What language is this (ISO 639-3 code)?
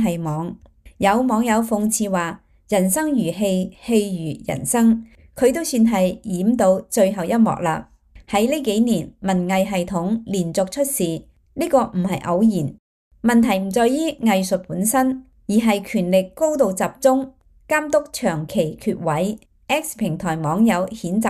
yue